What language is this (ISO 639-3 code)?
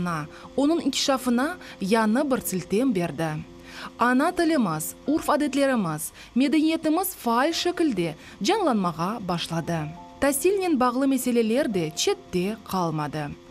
crh